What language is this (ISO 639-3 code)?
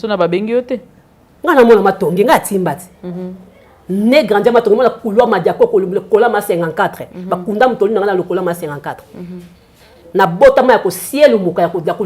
lin